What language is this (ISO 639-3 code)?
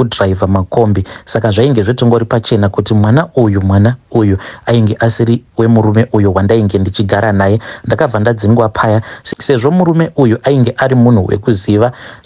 sna